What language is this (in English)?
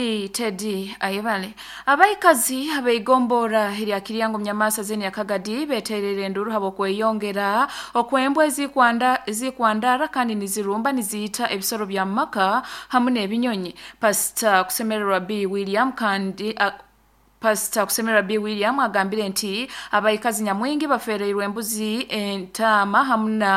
Nyoro